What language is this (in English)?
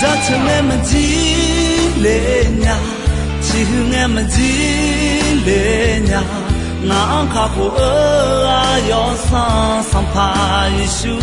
Akha